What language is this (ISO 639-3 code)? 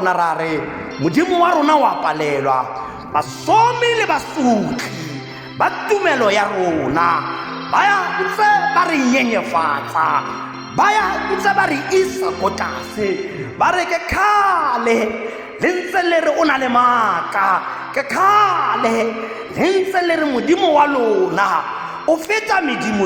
tsn